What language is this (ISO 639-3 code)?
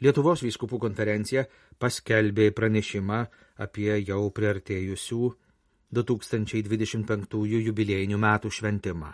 lit